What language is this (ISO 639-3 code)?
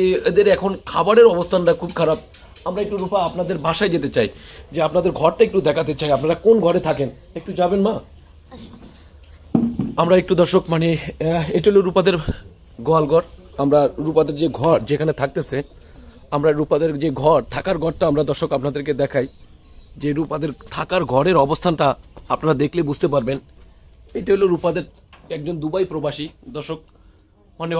ben